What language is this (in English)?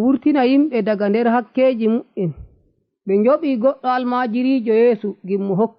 Nigerian Fulfulde